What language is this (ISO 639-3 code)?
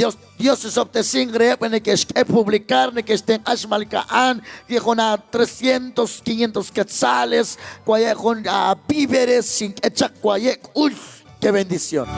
kek